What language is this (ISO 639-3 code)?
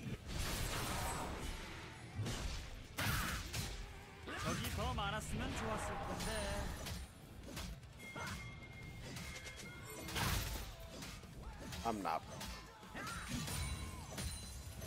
kor